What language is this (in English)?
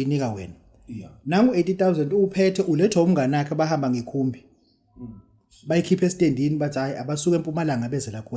Zulu